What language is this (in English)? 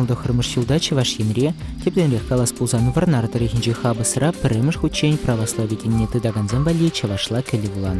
Chuvash